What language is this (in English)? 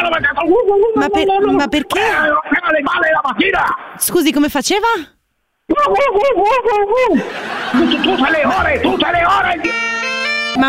Italian